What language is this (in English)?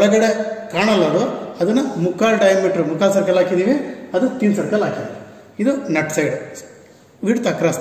Kannada